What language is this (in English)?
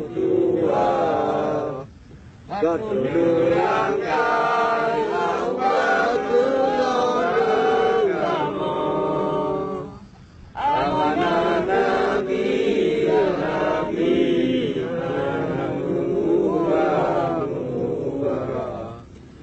Achinese